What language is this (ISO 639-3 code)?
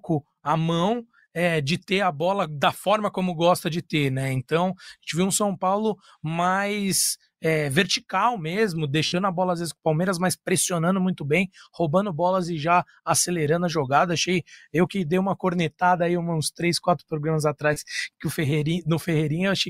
por